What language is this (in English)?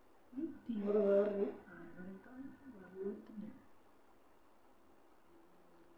Malayalam